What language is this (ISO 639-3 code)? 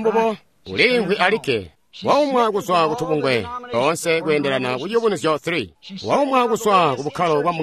toi